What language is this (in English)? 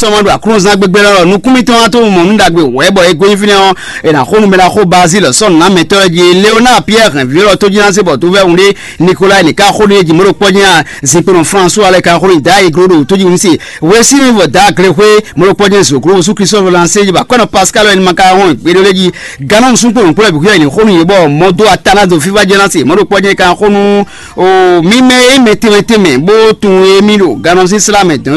Fon